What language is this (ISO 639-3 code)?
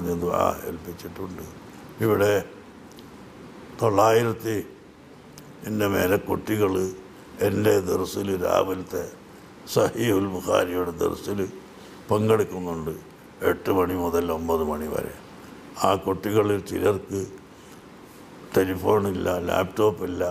mal